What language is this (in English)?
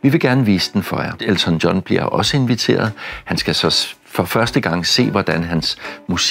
Danish